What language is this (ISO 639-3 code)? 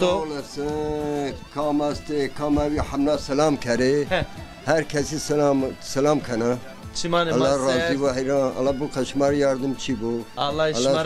zza